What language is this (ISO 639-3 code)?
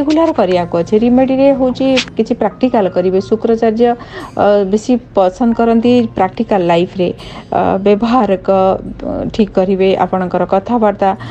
ori